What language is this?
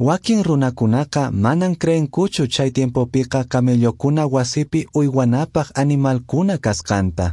Quechua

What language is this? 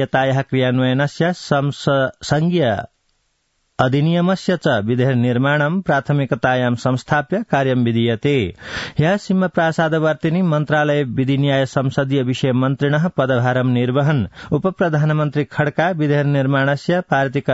Sanskrit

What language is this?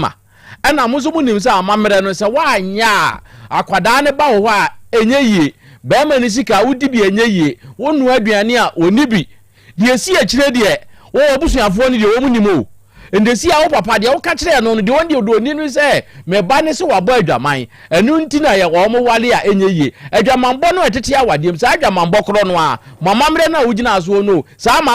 Akan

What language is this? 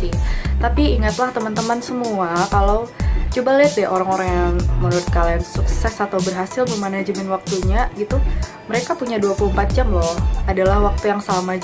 Indonesian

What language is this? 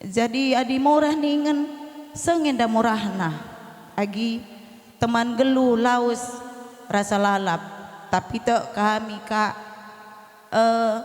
Batak Karo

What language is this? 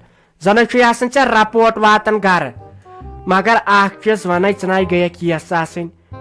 Kashmiri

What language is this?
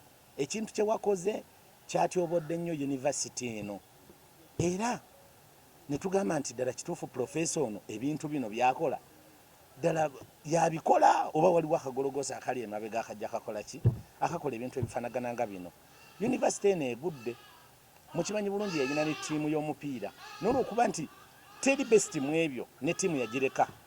Ganda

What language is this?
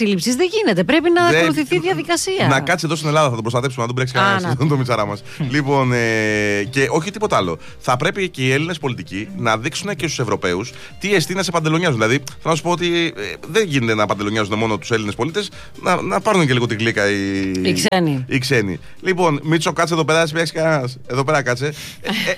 Greek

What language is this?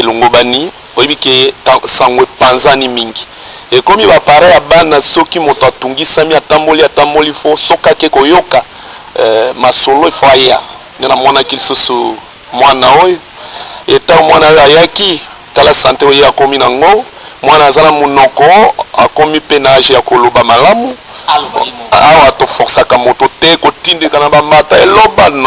Lingala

